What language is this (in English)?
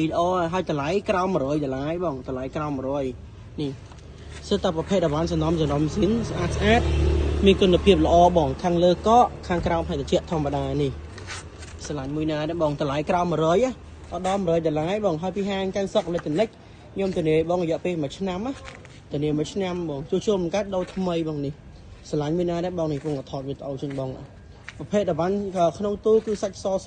Khmer